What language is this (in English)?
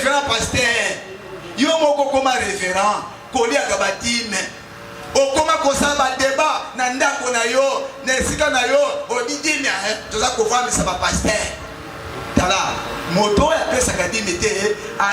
Lingala